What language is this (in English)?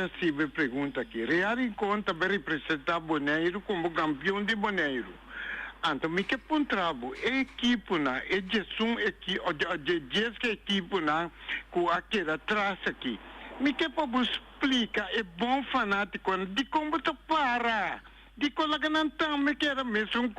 Papiamento